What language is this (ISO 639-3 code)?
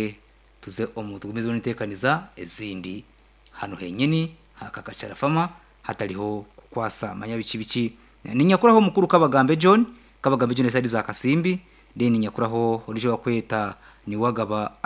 nyn